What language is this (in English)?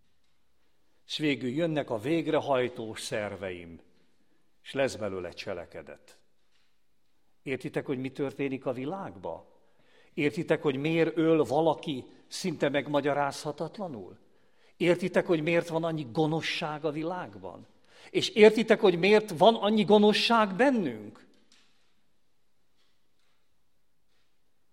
Hungarian